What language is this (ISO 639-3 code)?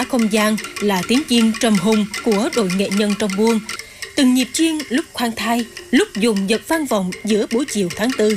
vie